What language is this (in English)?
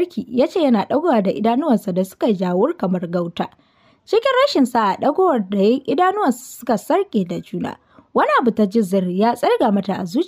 Hausa